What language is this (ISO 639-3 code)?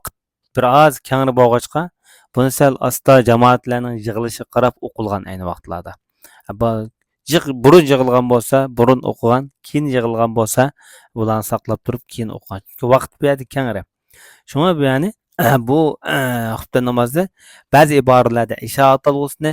uig